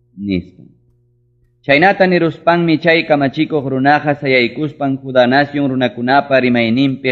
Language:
Ayacucho Quechua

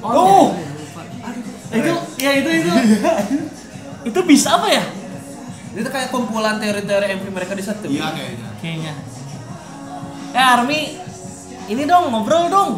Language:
Indonesian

